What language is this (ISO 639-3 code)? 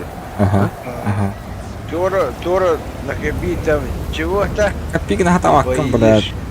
sah